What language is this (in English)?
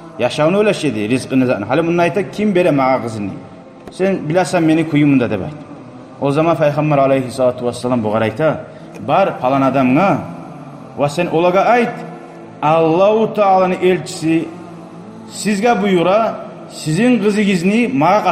Kumyk